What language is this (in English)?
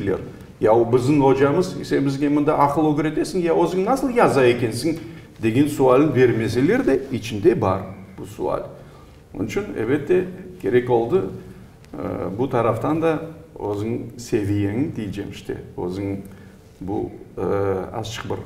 Crimean Tatar